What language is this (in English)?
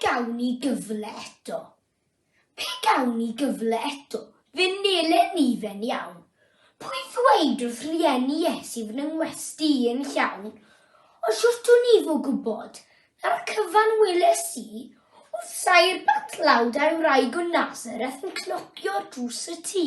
Welsh